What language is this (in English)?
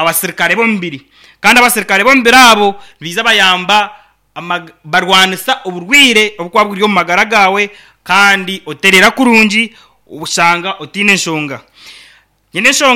Nyankole